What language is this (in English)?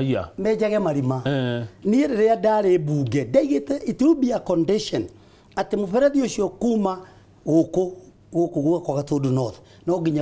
Kikuyu